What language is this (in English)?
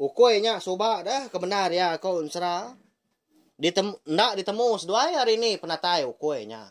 Iban